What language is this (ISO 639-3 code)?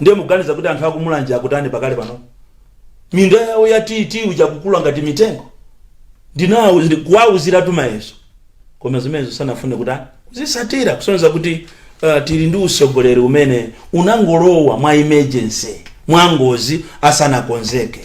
nya